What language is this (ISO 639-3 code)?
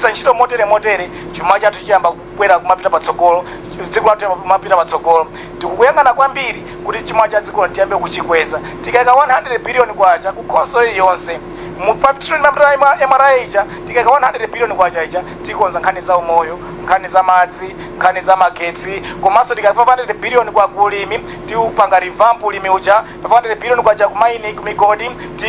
nya